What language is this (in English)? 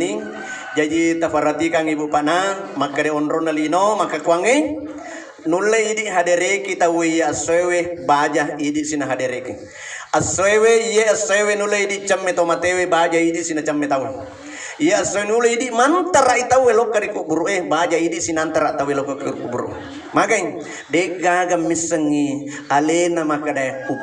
Buginese